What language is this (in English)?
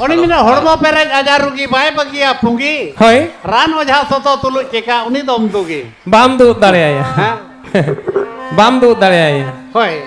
Santali